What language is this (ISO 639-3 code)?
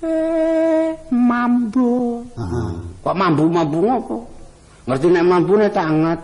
jav